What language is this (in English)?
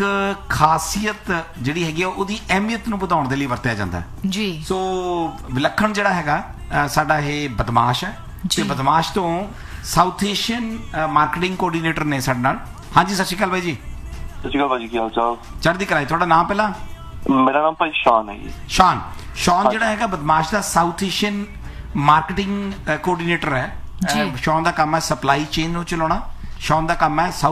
Punjabi